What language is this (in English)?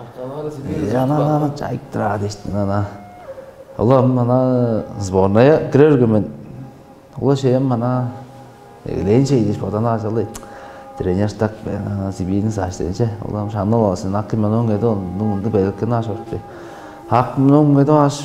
Tuvinian